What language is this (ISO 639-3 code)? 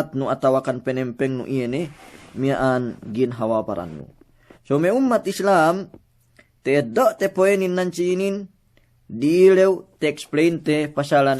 yka